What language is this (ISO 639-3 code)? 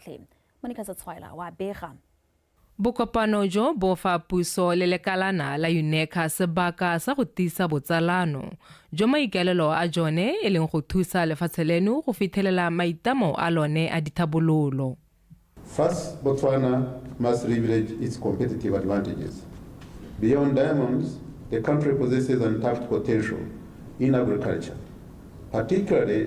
tsn